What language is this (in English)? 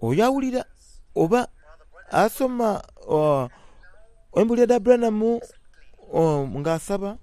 Soga